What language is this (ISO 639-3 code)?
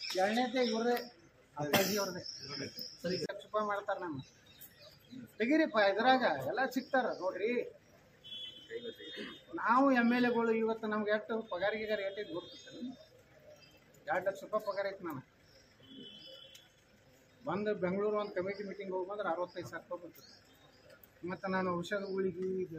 kan